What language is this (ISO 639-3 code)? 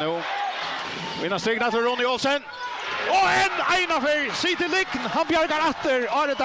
fao